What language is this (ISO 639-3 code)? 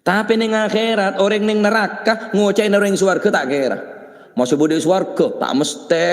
mad